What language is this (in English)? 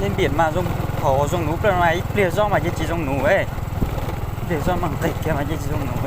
Hmong